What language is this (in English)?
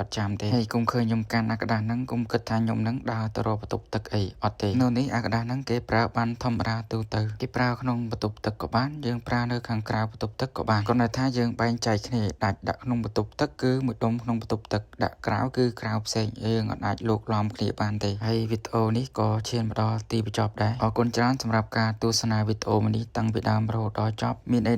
Khmer